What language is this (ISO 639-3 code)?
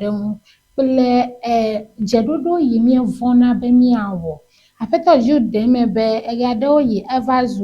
ewe